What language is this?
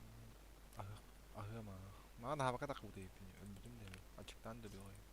Yakut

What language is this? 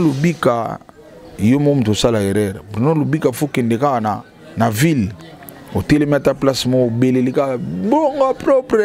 Lingala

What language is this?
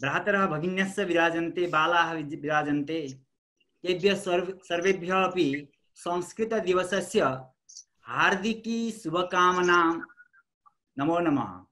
Sanskrit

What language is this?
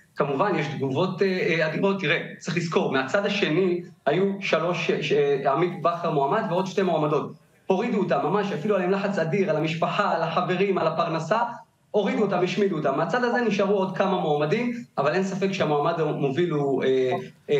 Hebrew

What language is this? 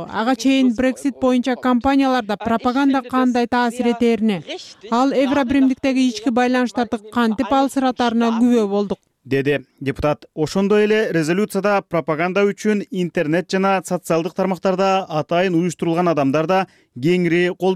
Kyrgyz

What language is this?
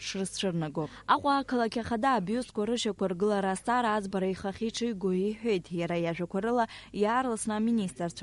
Abkhazian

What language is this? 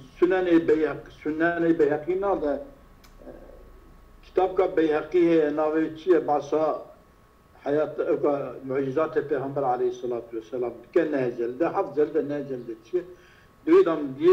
Kurdish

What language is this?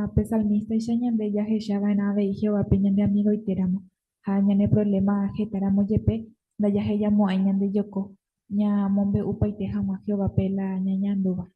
Guarani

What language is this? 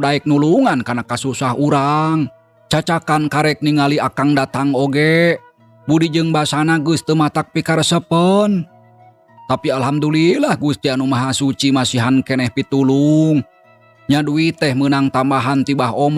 Sundanese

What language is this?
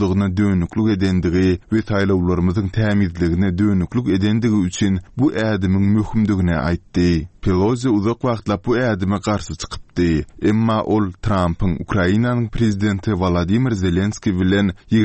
Turkmen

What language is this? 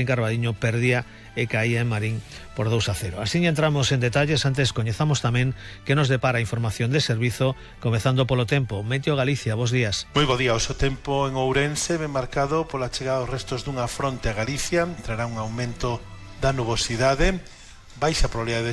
Galician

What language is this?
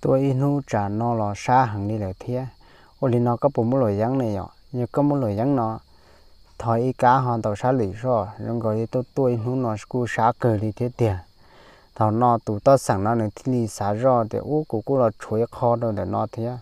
Hmong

